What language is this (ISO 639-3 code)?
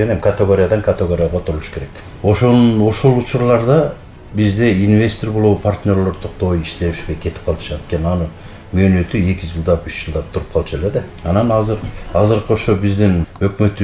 kir